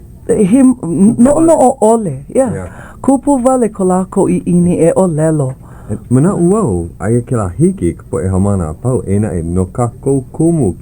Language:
Hawaiian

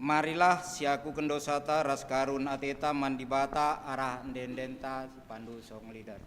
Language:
Batak Karo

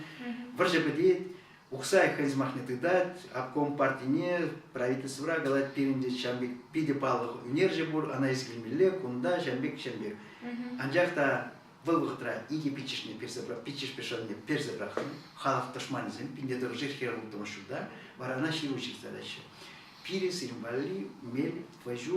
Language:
Chuvash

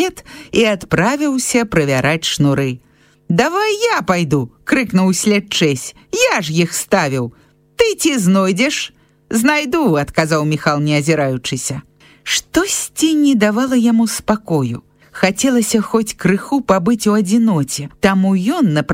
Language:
Belarusian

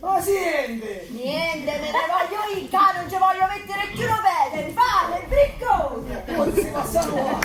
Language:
Neapolitan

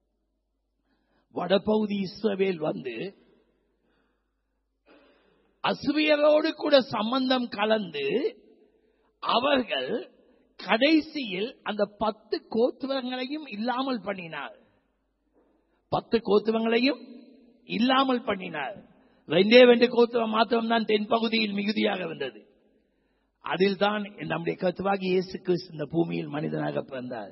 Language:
Tamil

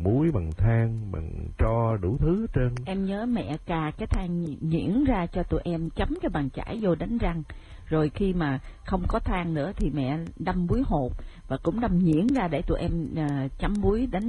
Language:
Vietnamese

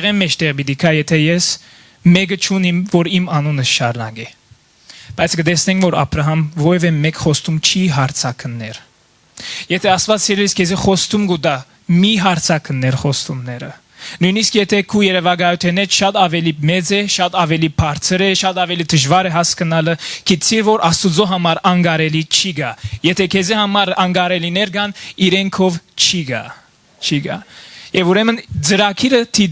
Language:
Western Armenian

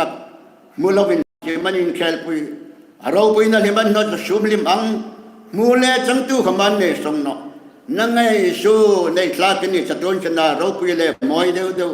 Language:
Hmar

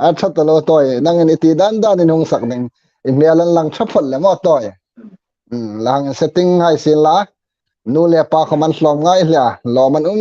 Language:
Hmar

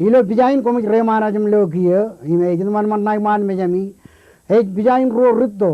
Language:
Marshallese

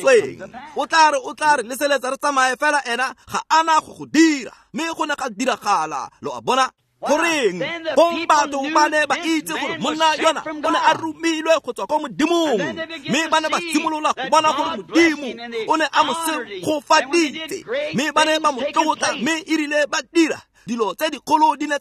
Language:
Tswana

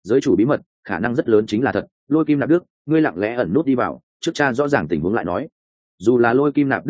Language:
Vietnamese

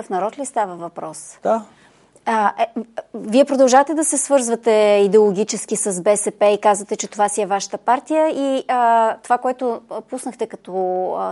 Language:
Bulgarian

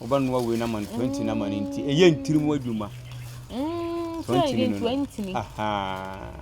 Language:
Akan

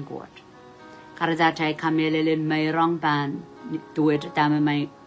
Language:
Pohnpeian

